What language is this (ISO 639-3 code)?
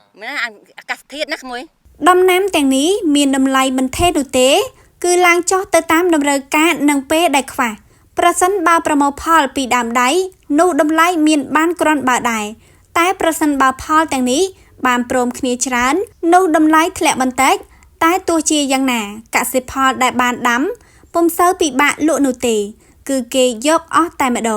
khm